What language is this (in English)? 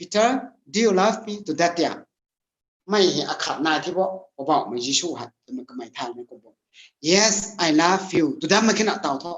Rongmei Naga